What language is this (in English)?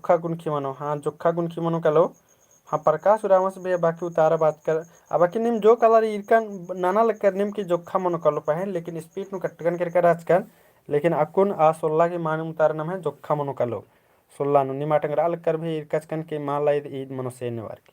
Kurukh